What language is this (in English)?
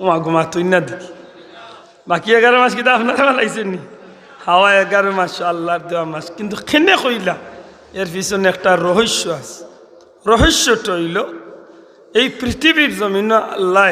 Sylheti